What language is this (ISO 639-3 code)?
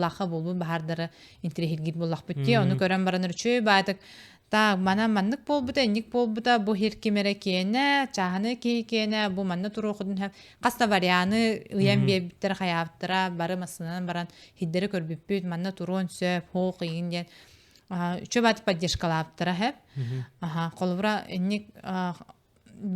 sah